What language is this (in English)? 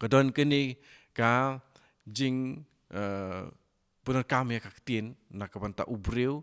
Khasi